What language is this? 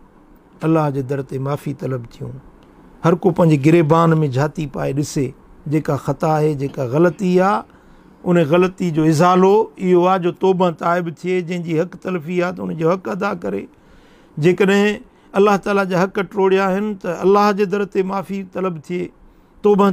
Sindhi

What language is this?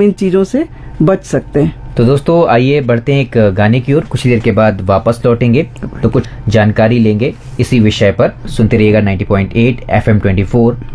Hindi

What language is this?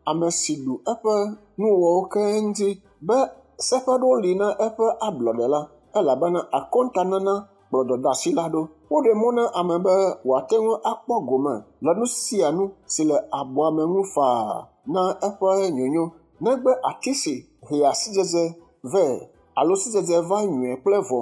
Ewe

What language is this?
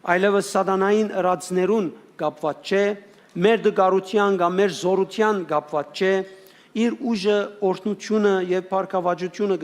Western Armenian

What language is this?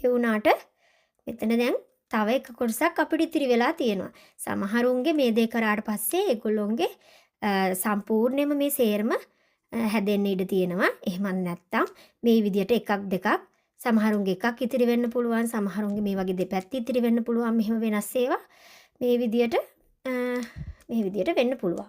Sinhala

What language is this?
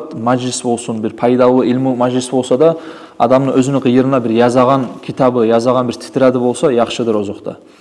Kumyk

